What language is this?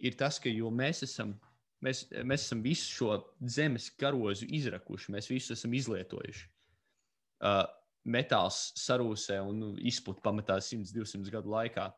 Latvian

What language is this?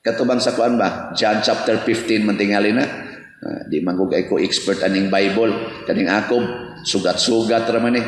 Cebuano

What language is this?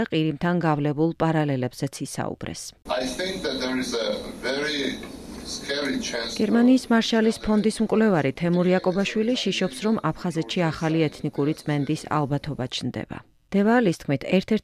Georgian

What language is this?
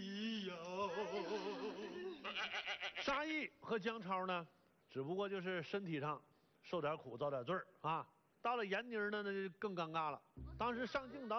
Chinese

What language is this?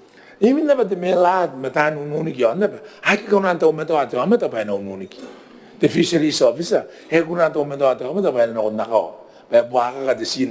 Gilbertese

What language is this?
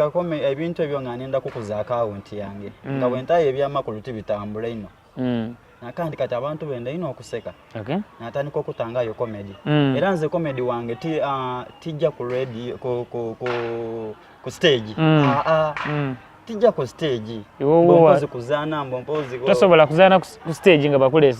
Soga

